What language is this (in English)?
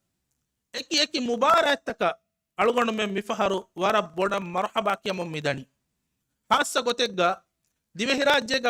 Divehi